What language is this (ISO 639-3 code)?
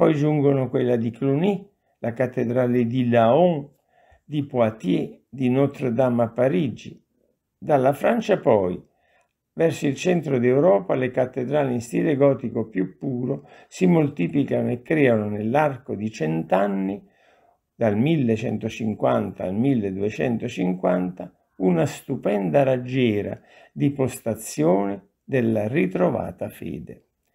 ita